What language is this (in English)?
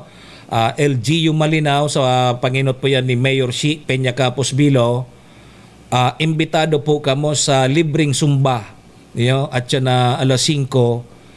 Bikol